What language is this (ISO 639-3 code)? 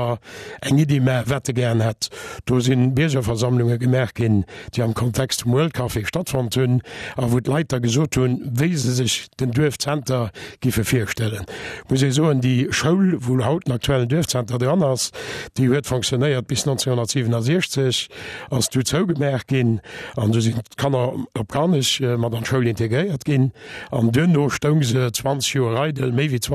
ltz